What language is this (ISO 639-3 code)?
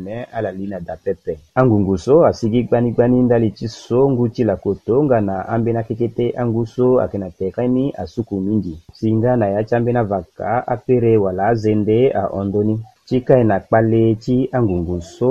sag